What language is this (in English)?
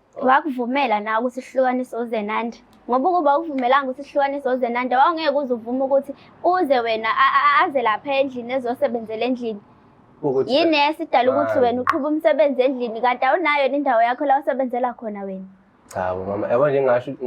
Zulu